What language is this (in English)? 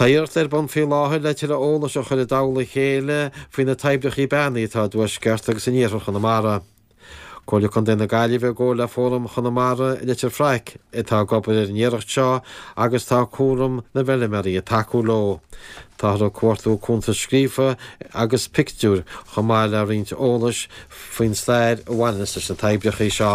Irish